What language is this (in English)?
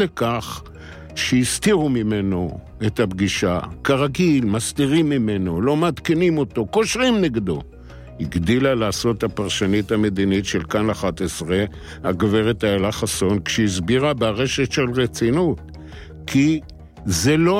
Hebrew